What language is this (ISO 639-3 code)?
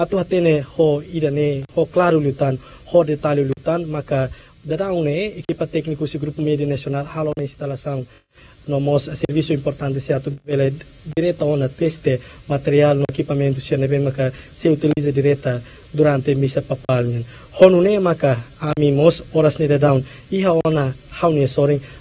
tet